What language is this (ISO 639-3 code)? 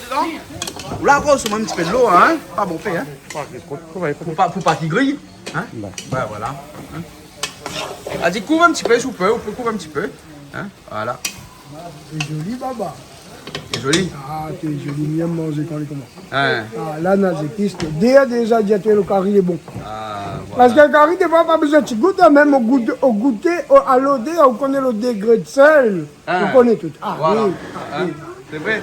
rcf